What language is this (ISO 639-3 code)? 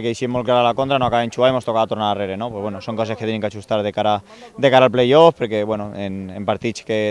cat